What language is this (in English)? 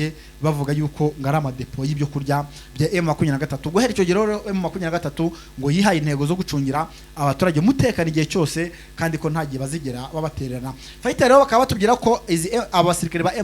Kinyarwanda